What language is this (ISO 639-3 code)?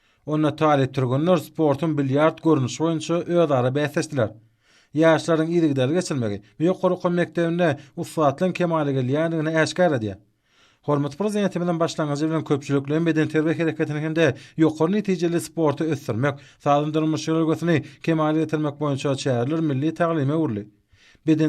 tuk